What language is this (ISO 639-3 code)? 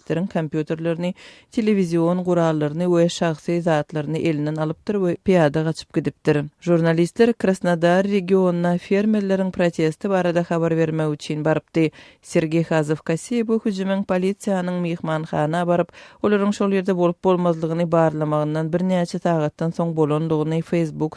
tuk